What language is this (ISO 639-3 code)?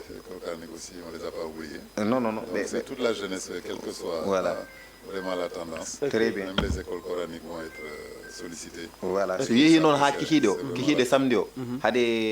ful